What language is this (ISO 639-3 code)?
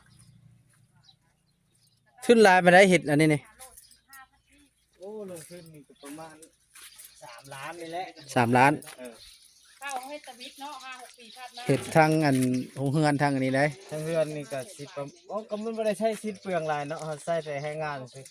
lao